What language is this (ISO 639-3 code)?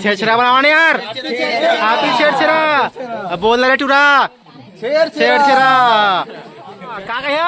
hne